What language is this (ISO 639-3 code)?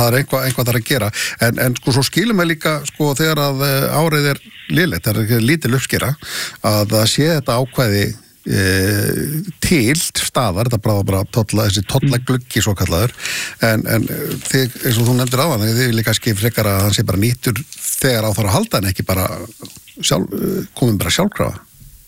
isl